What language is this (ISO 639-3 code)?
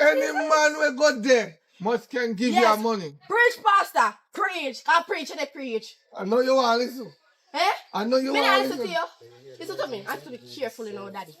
jam